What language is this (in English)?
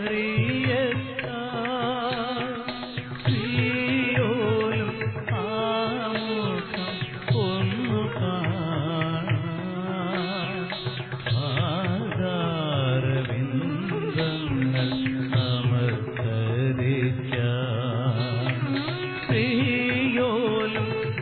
Malayalam